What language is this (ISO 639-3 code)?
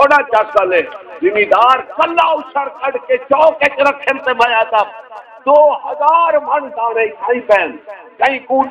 skr